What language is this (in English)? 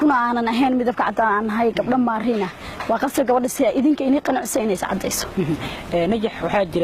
Somali